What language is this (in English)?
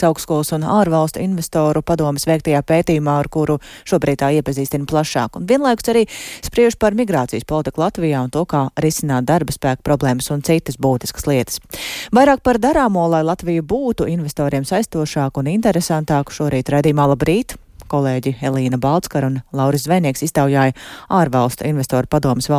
Latvian